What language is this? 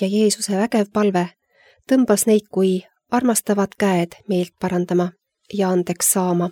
Estonian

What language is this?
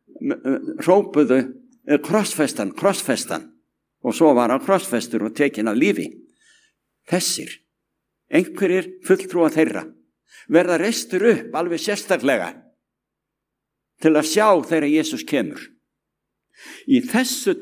Icelandic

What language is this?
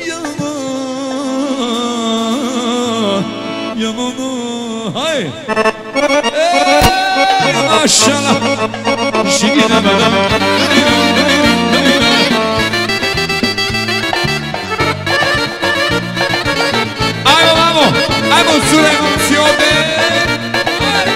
Bosnian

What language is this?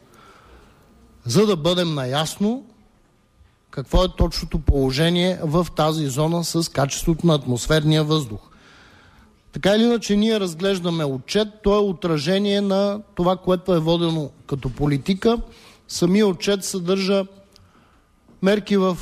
Bulgarian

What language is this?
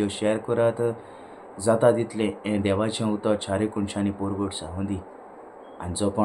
Konkani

